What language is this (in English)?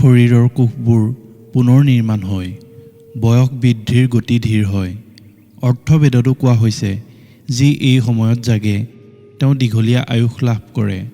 Assamese